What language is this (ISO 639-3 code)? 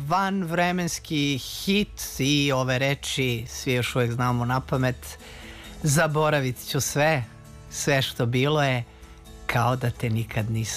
srp